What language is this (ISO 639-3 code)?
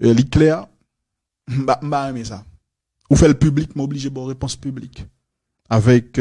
hat